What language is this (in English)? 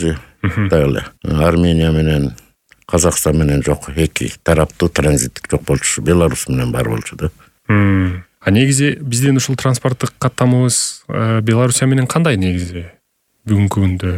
Kyrgyz